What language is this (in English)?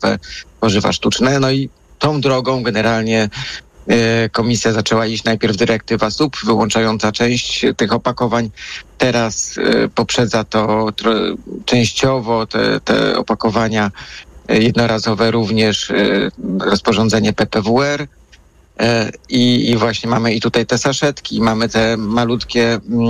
Polish